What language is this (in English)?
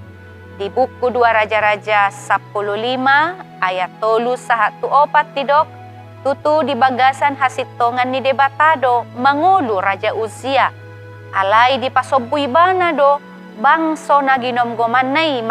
Batak Toba